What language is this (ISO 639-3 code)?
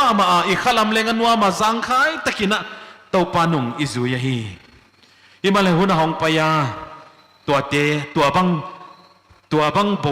pck